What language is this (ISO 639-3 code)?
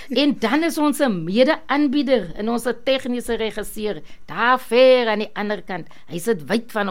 afr